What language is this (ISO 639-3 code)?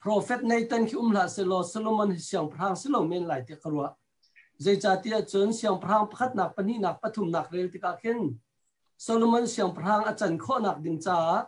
cnh